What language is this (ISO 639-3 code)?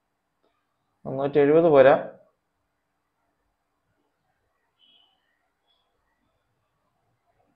mal